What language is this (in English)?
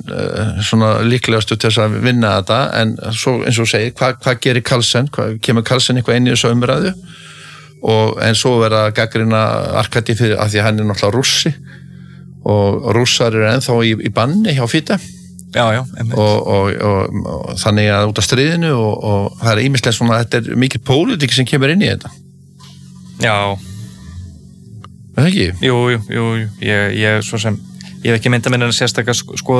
Icelandic